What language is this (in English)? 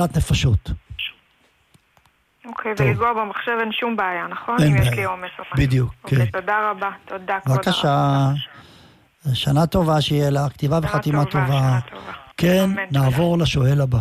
Hebrew